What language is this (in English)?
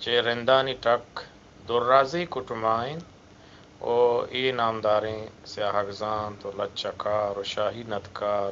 Eastern Balochi